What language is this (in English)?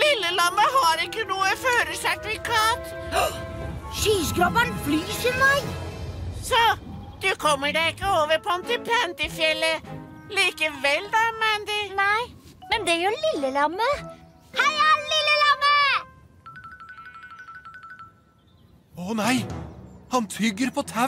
Norwegian